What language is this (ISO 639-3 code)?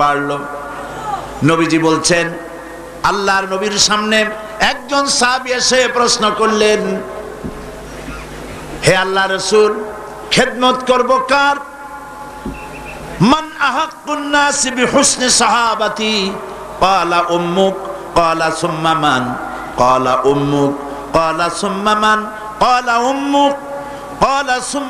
ben